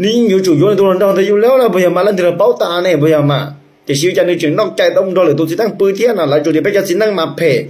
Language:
Hmong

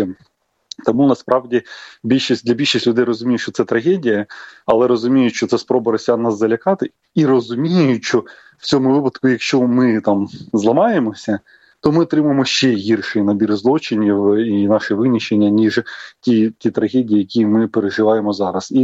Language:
Ukrainian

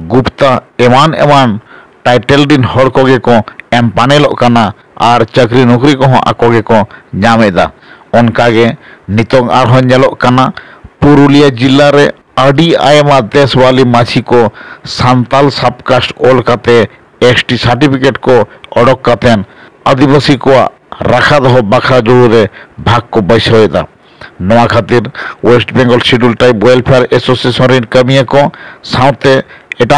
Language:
Santali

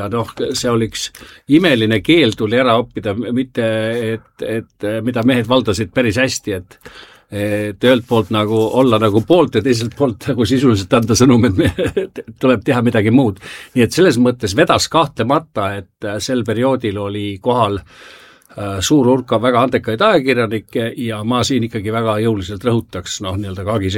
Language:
Estonian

